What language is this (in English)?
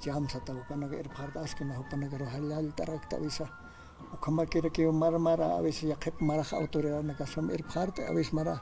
Aymara